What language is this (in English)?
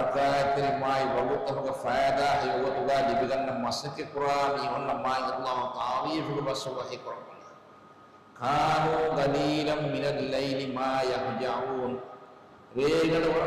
Divehi